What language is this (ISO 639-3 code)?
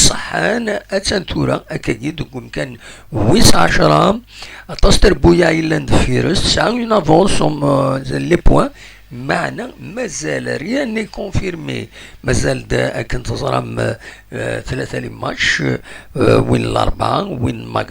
kab